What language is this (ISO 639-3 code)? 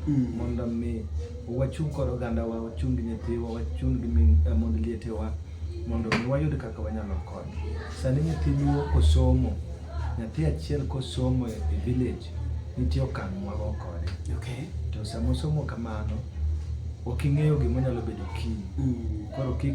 luo